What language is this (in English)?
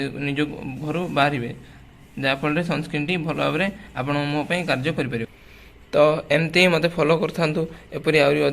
Odia